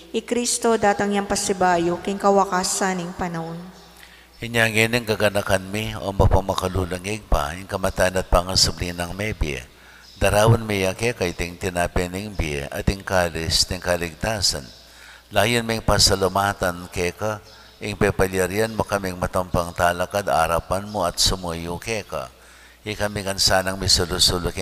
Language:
Pampanga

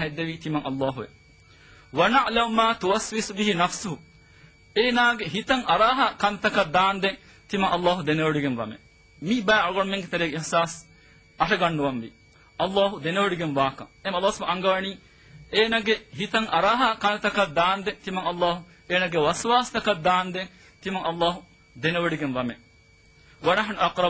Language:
Divehi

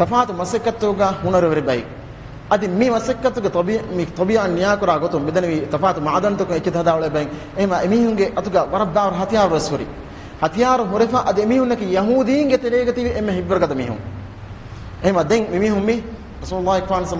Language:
Divehi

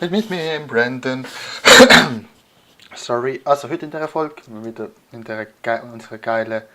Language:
Swiss German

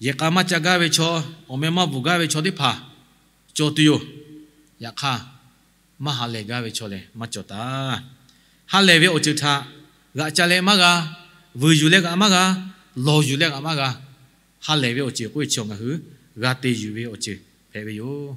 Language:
Lahu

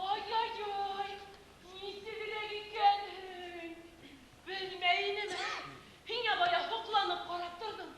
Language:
Bashkir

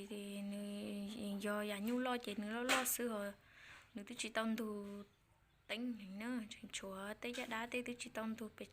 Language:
Hmong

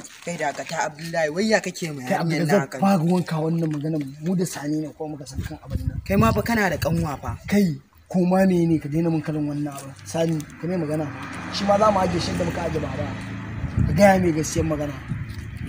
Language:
Hausa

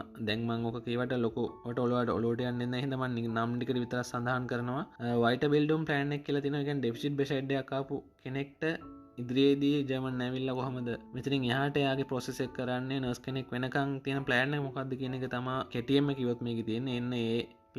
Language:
Sinhala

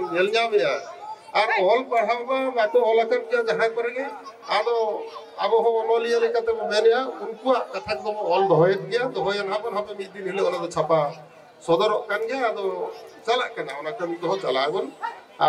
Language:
Santali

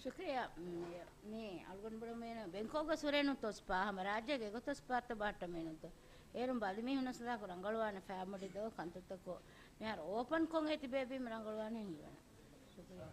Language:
Divehi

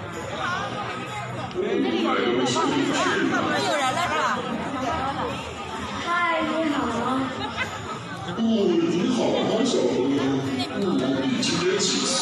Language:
Chinese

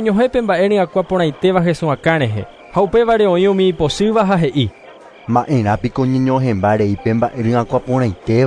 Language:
Guarani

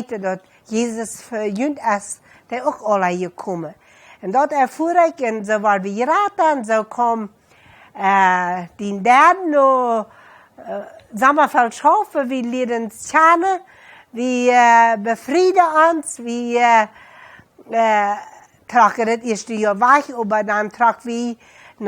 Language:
Plautdietsch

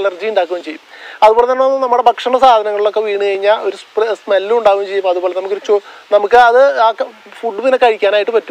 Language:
Malayalam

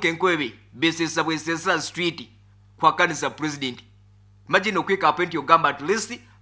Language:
Nyoro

